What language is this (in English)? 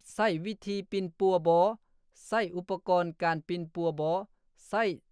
Lao